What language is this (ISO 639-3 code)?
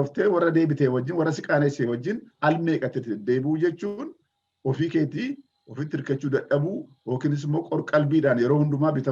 orm